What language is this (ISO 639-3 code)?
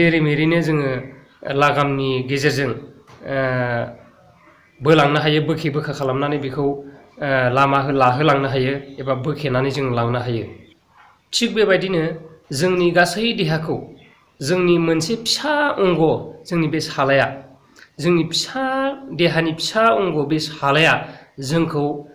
brx